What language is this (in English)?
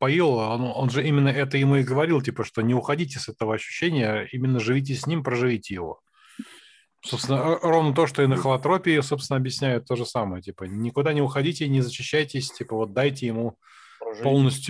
Russian